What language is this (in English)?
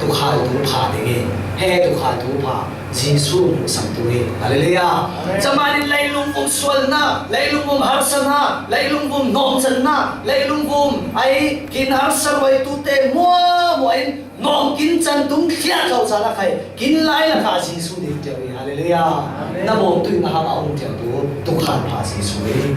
Falam Chin